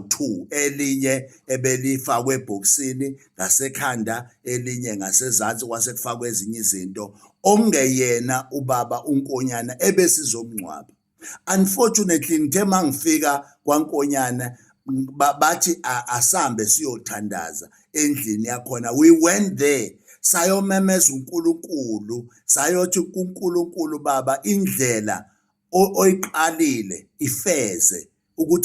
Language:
Zulu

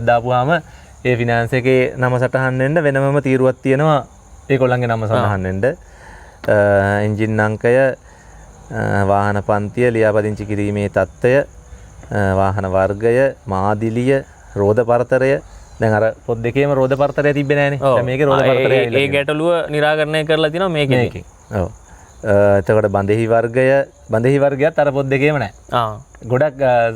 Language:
Sinhala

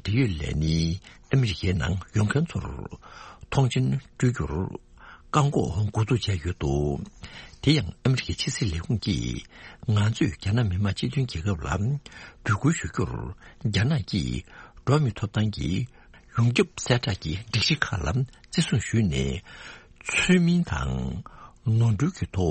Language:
Tibetan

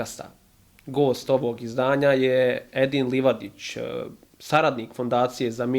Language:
Bosnian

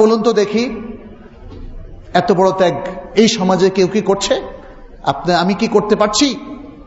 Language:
Bangla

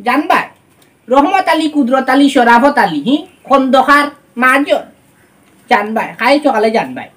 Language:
Sylheti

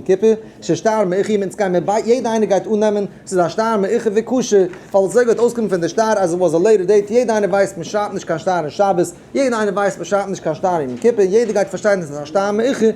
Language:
Yiddish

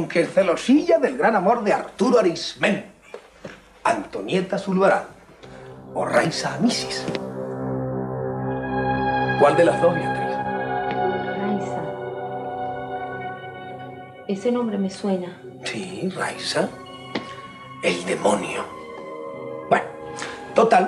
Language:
Spanish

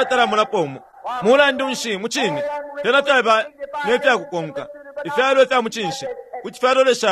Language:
Bemba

